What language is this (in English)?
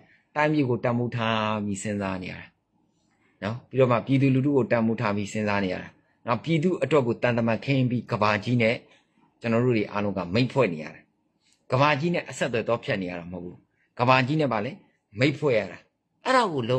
Burmese